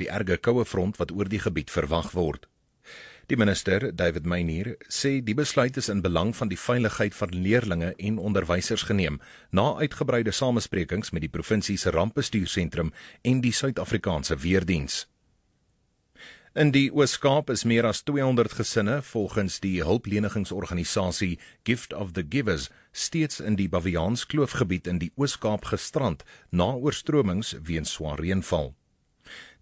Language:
Afrikaans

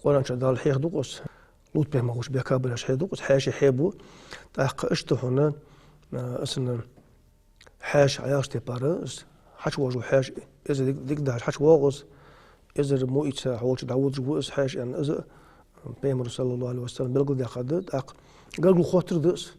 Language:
Ingush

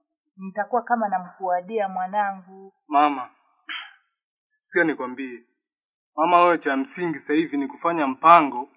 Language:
Swahili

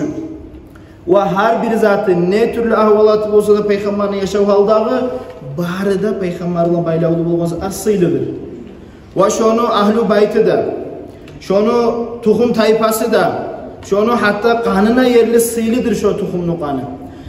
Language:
Kumyk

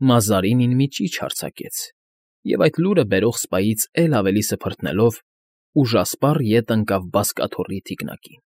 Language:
Armenian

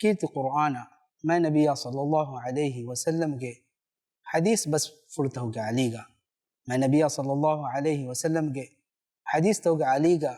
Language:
Divehi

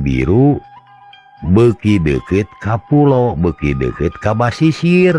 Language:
Sundanese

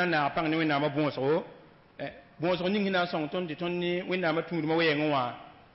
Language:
Mossi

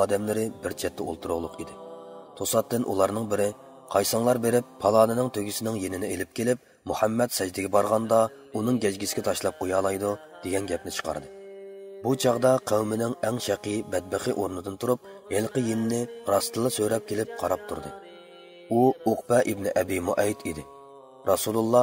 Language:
Uyghur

